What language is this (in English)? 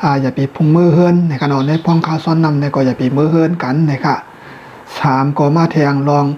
Shan